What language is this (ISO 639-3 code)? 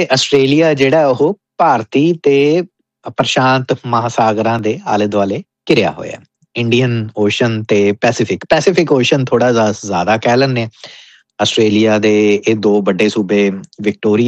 pan